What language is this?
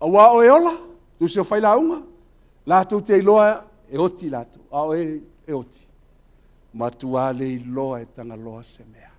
Samoan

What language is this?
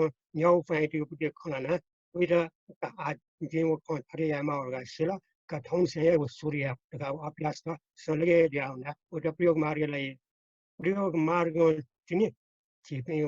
Newari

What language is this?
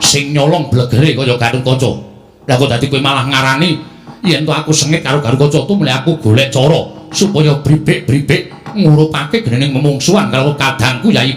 Javanese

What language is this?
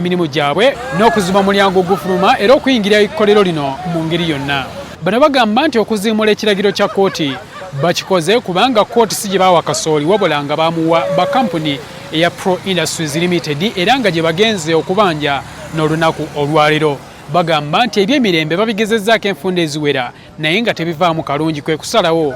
Ganda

